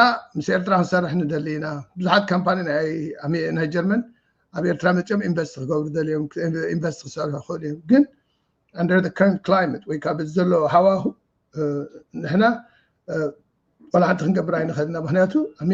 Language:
Tigrinya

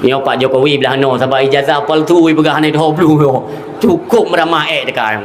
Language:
Achinese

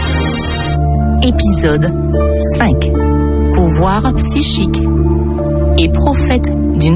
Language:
French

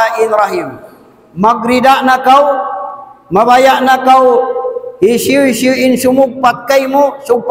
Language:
Tausug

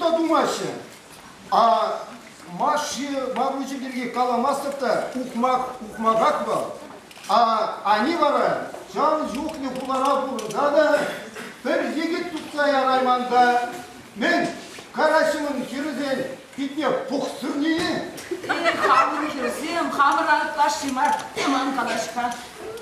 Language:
Chuvash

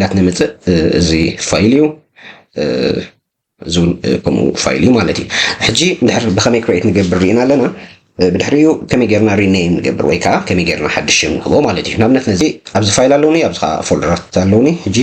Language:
Tigrinya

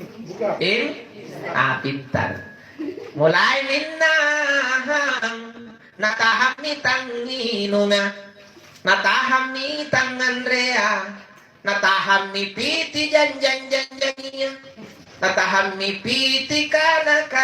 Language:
Makasar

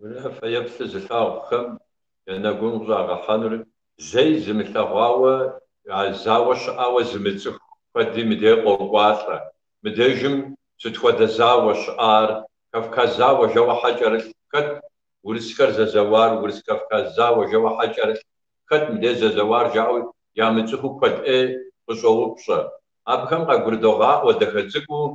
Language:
Kabardian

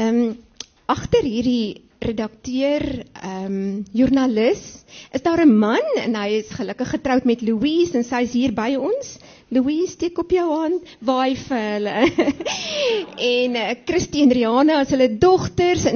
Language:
Afrikaans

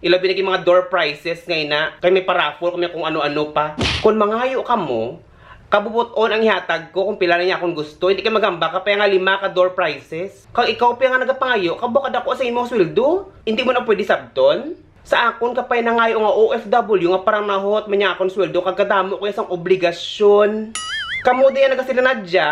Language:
Hiligaynon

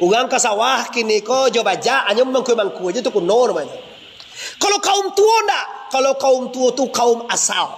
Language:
Minangkabau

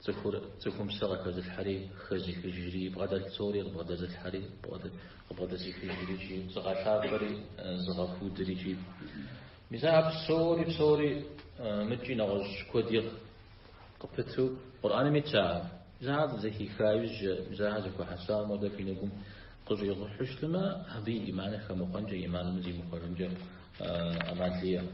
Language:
Kabardian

